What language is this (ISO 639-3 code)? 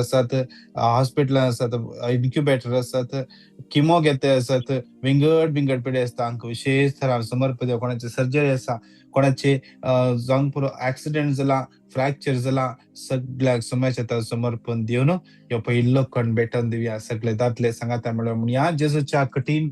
kok